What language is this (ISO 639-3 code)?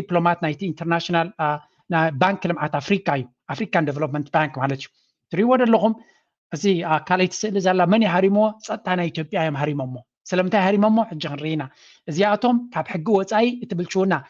tir